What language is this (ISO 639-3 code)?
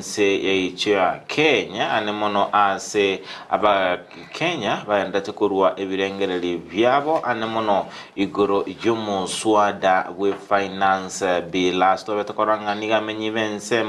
guz